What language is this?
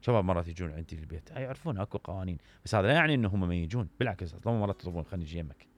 Mesopotamian Arabic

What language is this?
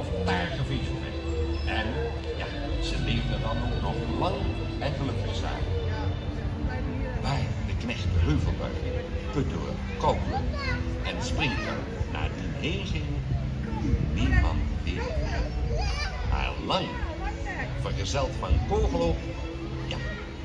Dutch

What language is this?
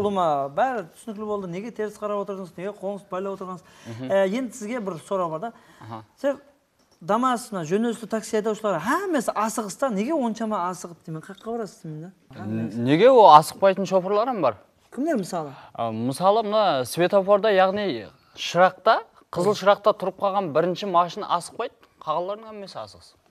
Kara-Kalpak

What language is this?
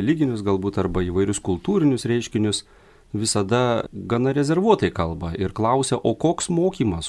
Lithuanian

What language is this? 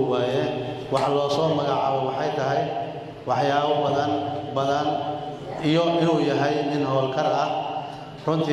Somali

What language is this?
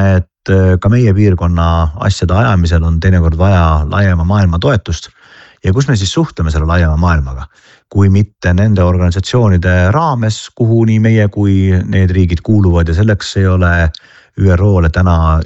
Estonian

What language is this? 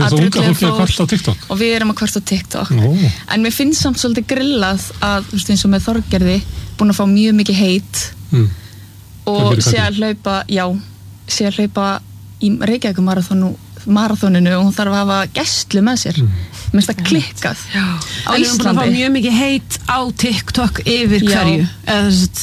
Icelandic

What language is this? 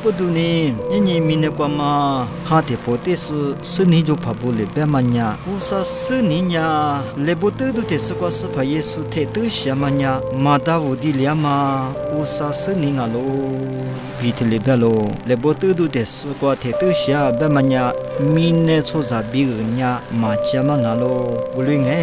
Lisu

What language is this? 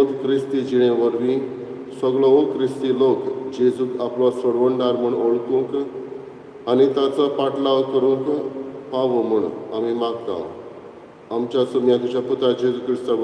Konkani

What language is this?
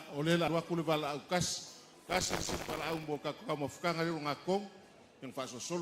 Samoan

